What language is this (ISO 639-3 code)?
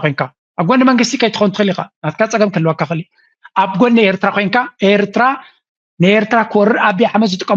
tir